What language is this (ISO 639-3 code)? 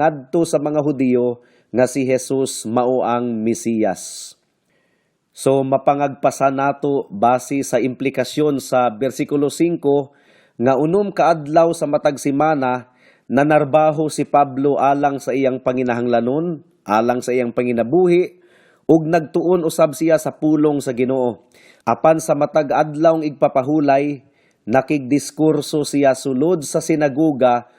ceb